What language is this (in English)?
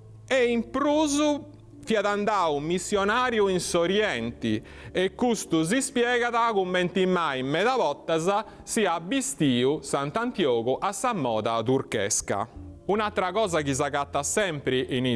Sardinian